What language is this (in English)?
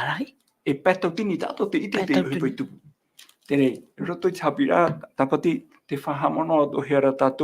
Tahitian